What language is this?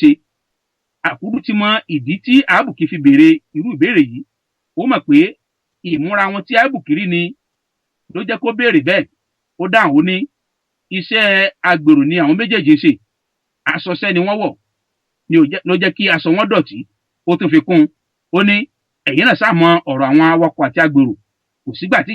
Yoruba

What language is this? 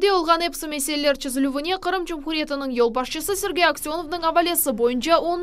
Crimean Tatar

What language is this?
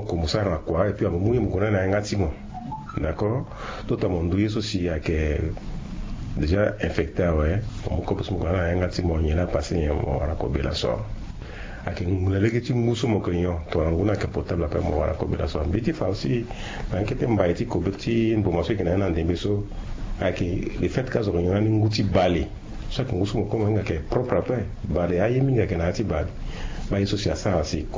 Sango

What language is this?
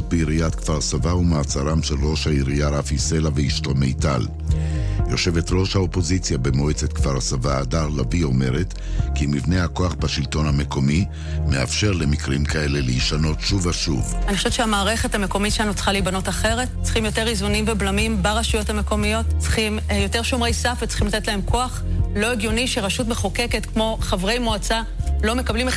Hebrew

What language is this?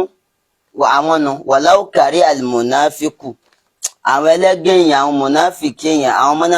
Yoruba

